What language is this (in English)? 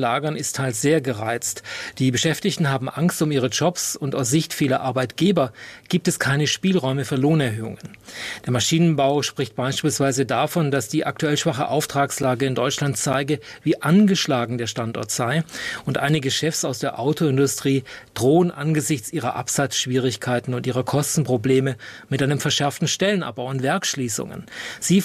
German